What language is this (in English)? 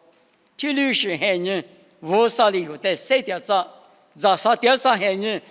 Lisu